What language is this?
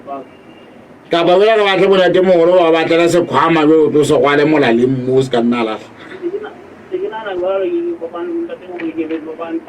Southern Sotho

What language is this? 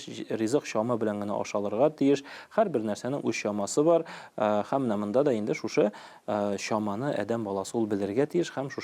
Tatar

